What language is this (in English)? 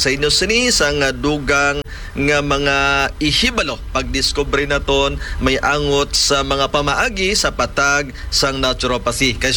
Hiligaynon